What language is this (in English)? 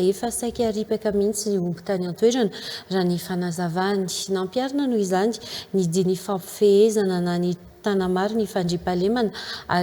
Malagasy